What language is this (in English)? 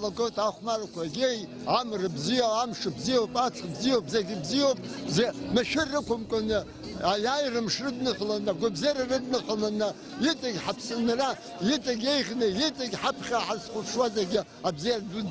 Abkhazian